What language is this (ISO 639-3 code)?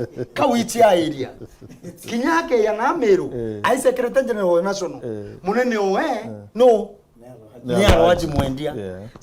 mer